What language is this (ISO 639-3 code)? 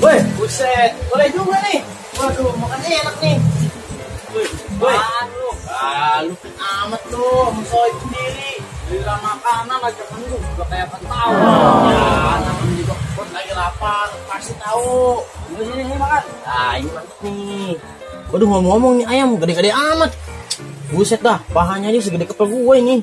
bew